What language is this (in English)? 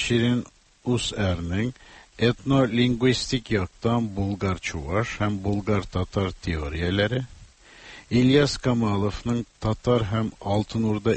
Tatar